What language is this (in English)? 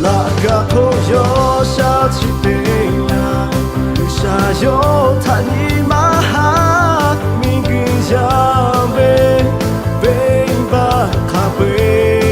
Lahu